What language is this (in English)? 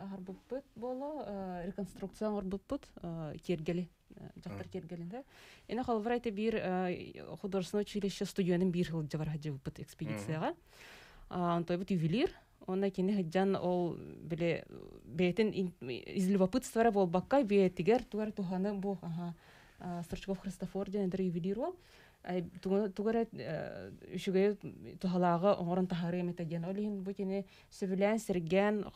Yakut